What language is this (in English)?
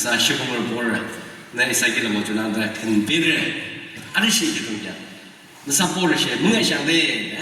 Yimchungru Naga